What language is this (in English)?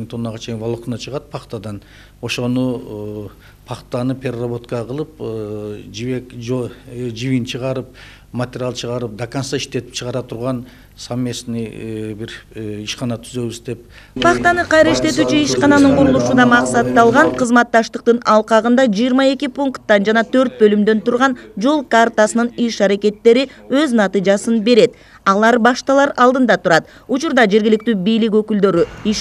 Kyrgyz